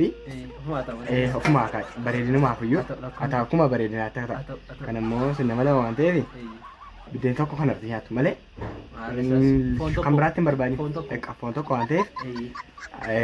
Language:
Oromo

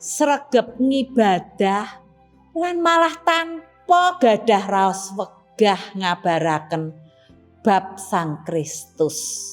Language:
Javanese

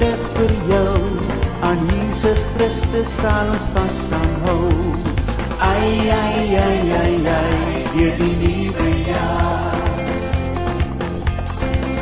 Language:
Afrikaans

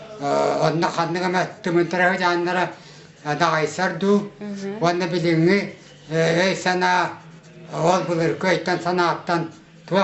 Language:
Yakut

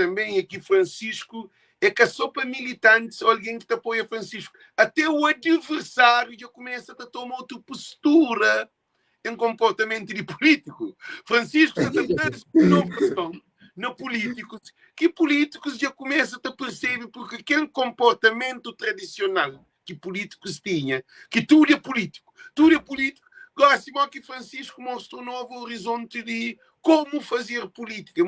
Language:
Kabuverdianu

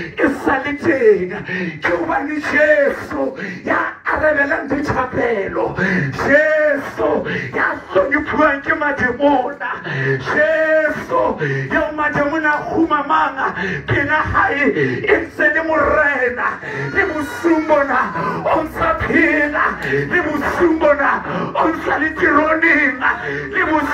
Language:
Southern Sotho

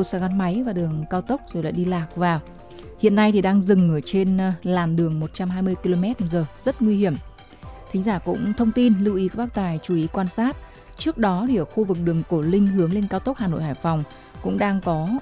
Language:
Vietnamese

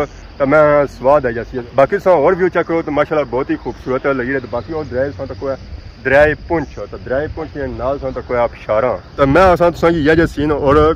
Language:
Pahari-Potwari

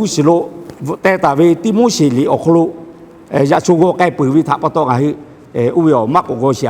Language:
Lahu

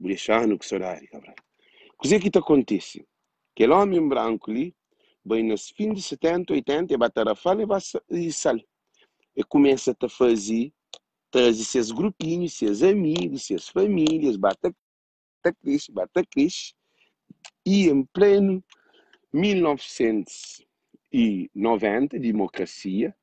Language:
Kabuverdianu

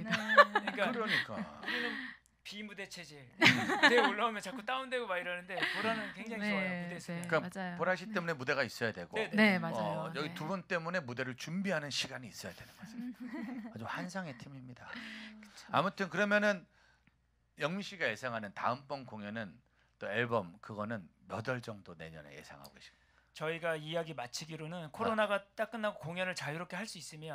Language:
Korean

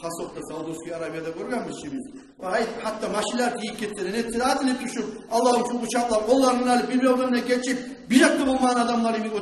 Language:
Kumyk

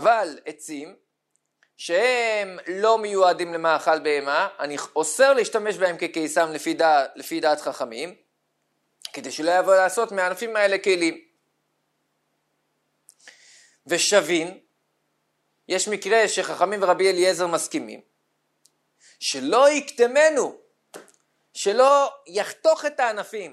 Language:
Hebrew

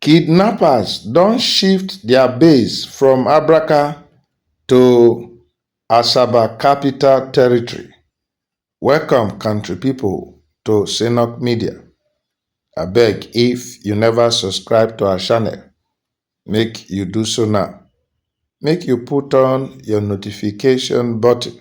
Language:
Nigerian Pidgin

